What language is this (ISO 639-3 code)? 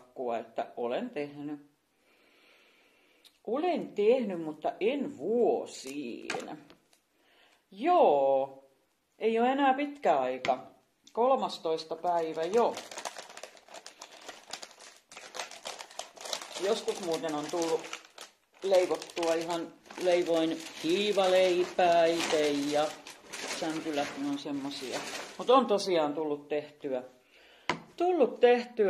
fin